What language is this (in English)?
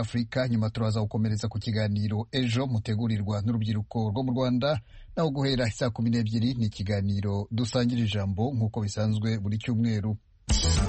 Kinyarwanda